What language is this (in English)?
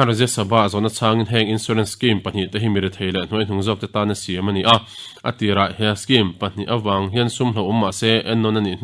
Mizo